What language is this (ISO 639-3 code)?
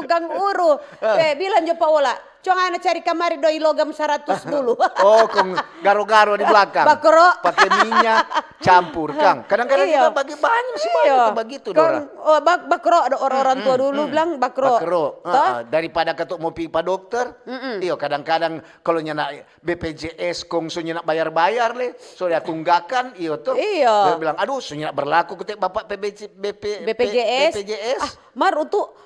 xmm